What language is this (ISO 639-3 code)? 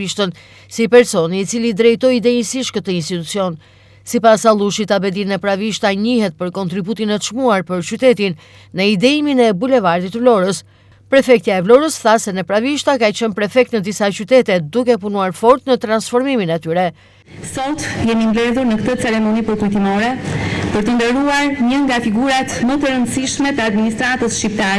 sqi